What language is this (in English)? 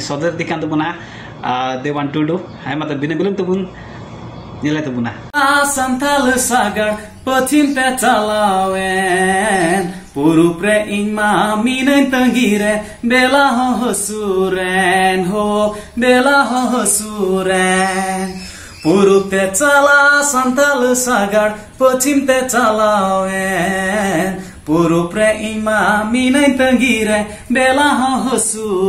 Santali